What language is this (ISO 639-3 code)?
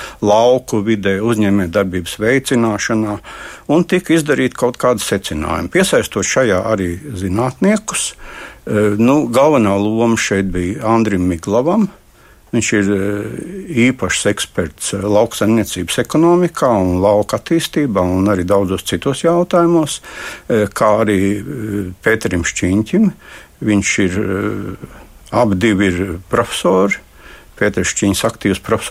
lav